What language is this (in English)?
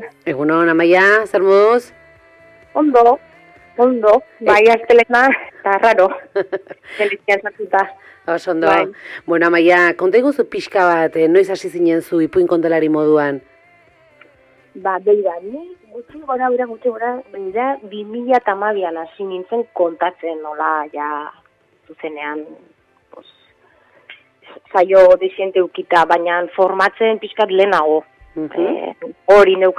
Basque